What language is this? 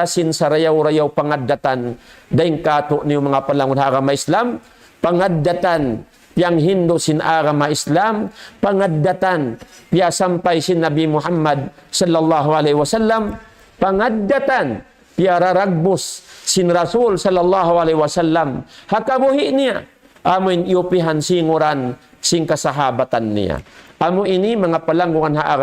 Tausug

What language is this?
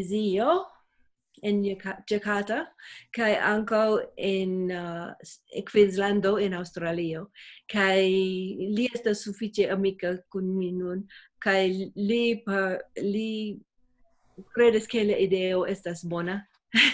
Esperanto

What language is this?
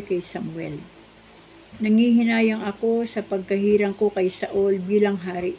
Filipino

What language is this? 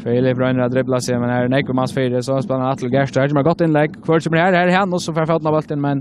Faroese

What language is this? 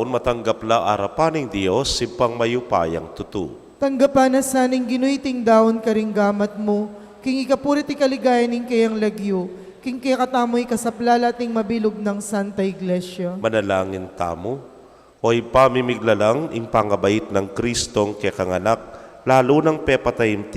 Pampanga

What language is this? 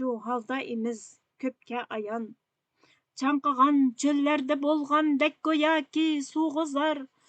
Uyghur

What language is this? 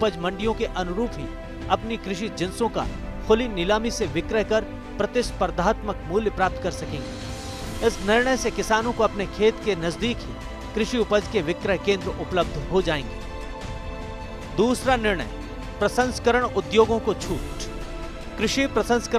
Hindi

